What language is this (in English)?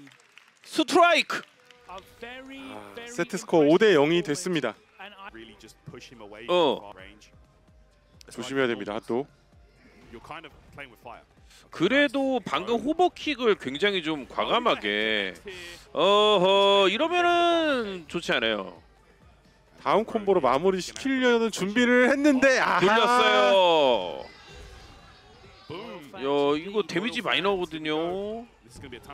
Korean